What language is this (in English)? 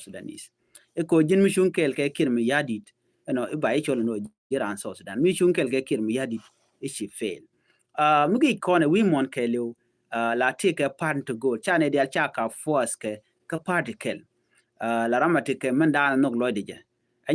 Nuer